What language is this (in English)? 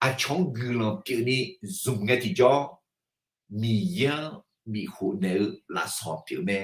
Akha